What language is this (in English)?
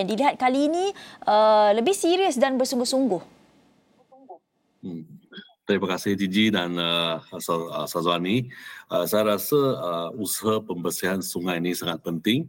Malay